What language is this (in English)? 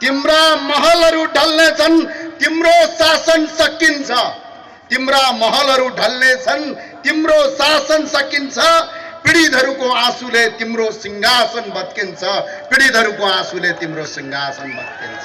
Nepali